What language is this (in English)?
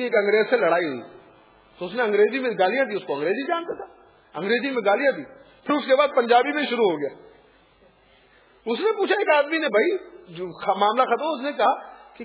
Urdu